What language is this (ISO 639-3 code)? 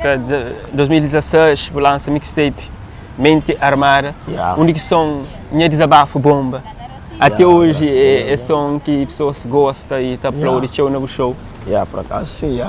kea